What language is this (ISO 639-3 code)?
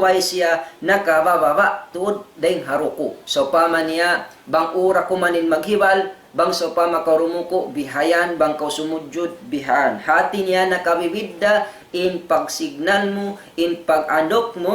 tsg